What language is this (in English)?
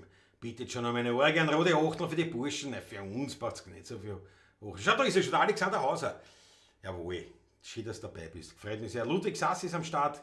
Bavarian